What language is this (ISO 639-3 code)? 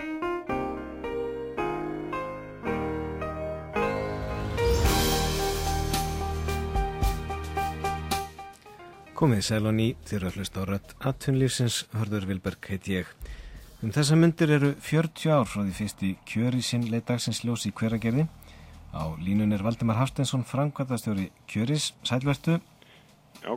isl